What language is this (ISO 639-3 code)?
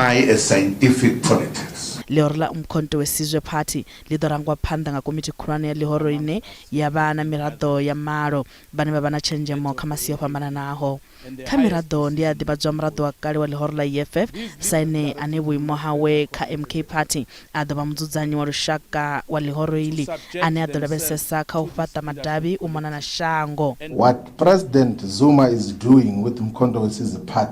ven